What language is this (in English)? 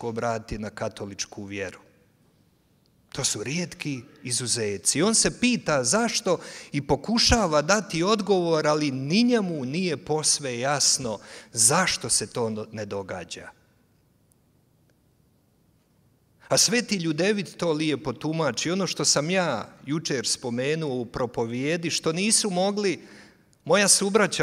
Croatian